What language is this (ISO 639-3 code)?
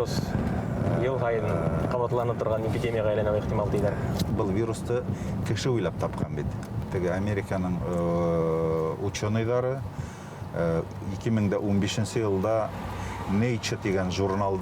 bak